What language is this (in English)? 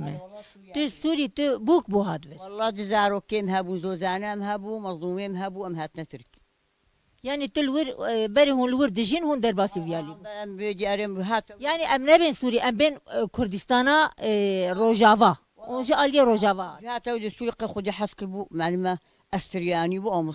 Kurdish